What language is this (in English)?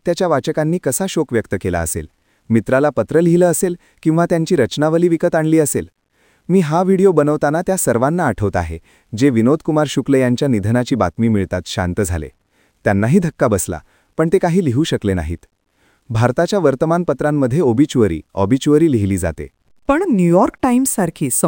Marathi